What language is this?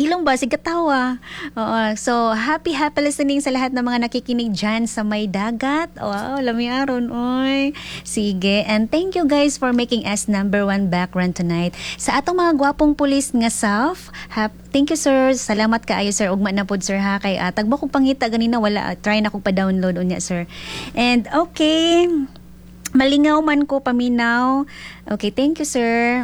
Cebuano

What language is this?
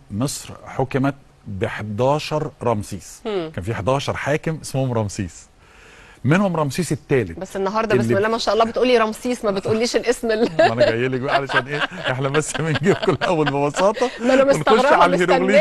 Egyptian Arabic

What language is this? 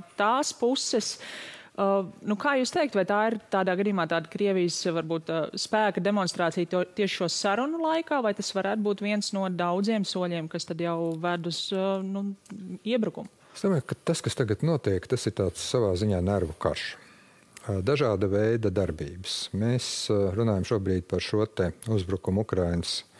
Latvian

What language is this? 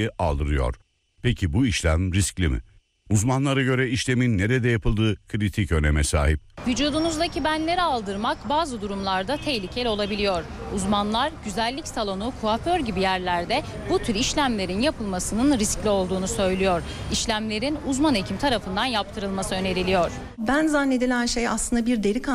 Turkish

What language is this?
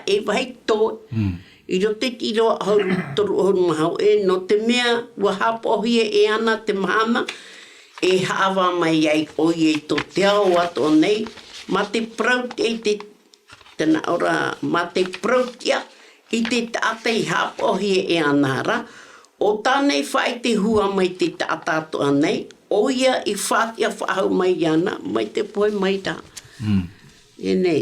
Tahitian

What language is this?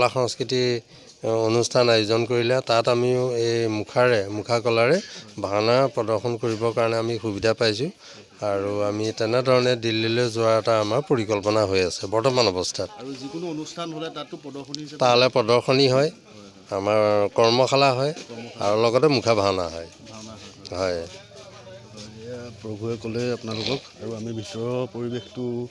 Assamese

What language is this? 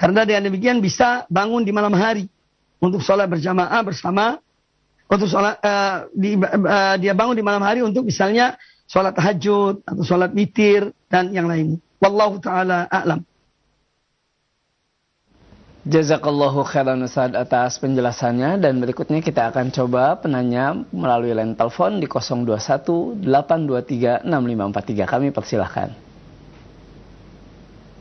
Indonesian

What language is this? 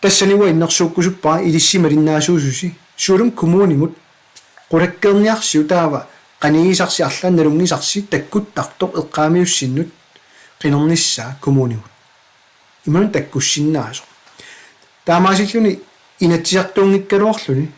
Kalaallisut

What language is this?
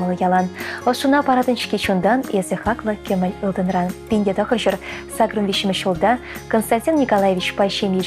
Chuvash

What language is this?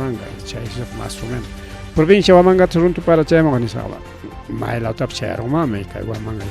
Ayacucho Quechua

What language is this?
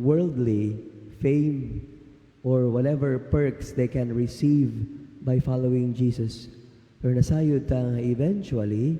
Cebuano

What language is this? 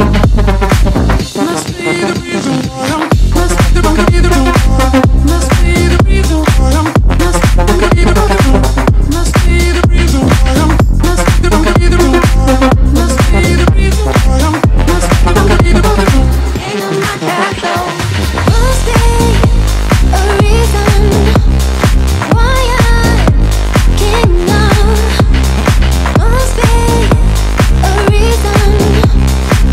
English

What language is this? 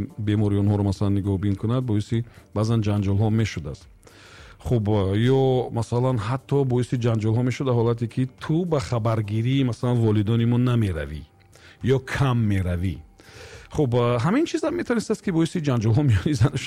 Tajik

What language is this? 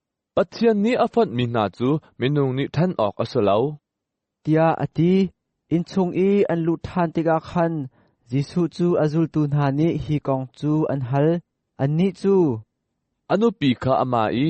Hakha Chin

